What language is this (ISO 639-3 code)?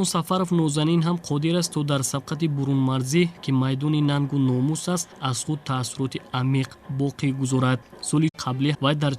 tgk